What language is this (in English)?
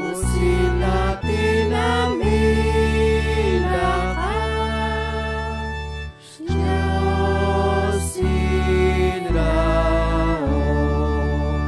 Kekchí